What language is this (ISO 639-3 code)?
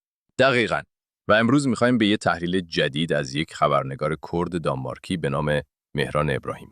kur